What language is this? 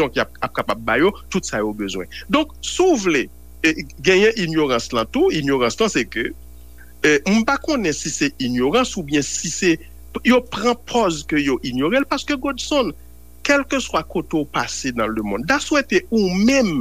Haitian Creole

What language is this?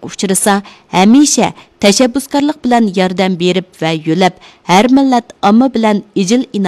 Uyghur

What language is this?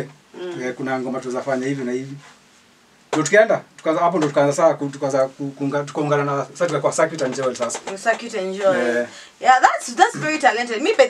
Swahili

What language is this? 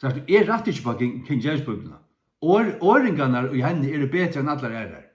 Faroese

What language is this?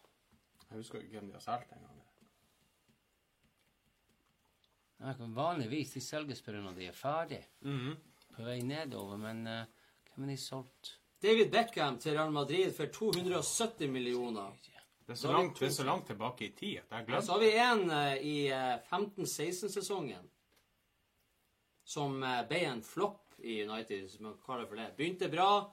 Norwegian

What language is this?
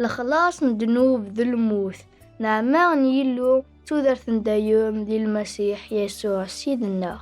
Kabyle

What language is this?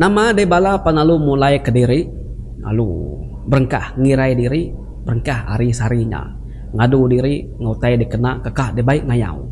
Iban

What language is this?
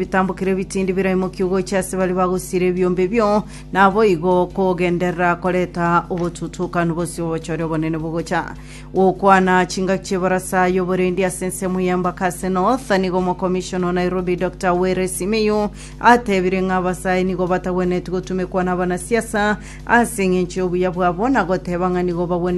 Gusii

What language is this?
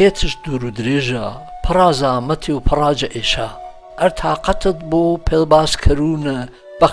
Gurani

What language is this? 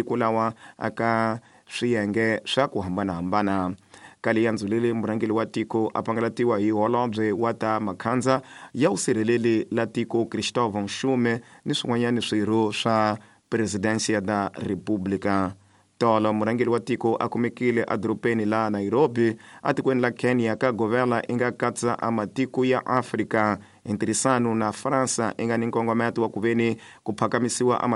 Tsonga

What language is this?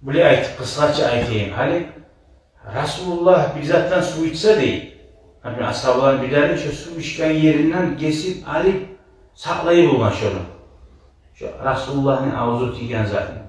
Kumyk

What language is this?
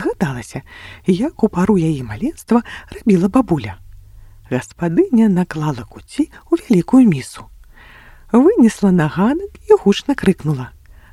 Belarusian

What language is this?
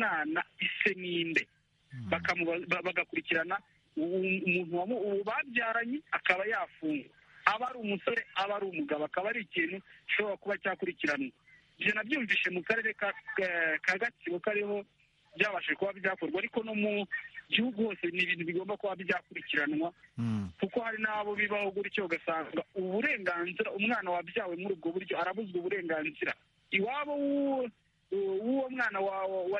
Kinyarwanda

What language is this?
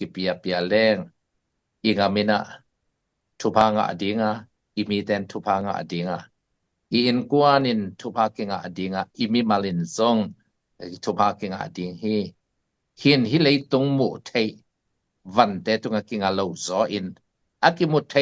Tedim Chin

